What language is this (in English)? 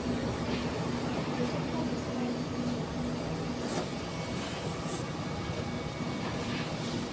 Filipino